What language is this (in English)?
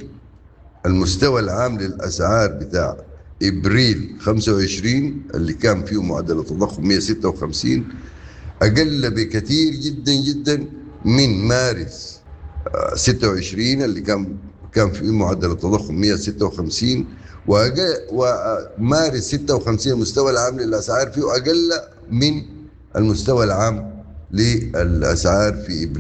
Sudanese Arabic